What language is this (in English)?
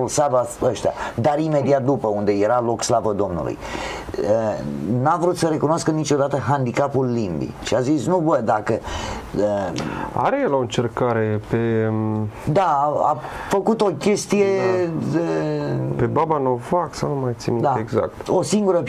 Romanian